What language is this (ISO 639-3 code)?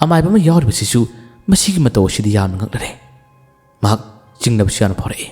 mni